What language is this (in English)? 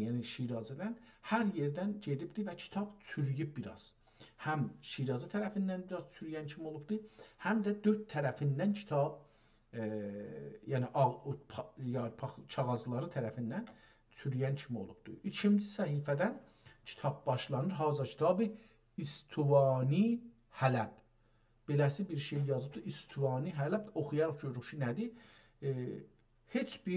South Azerbaijani